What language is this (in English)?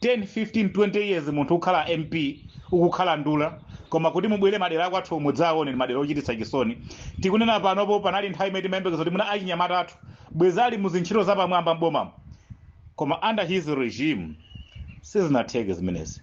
Nyanja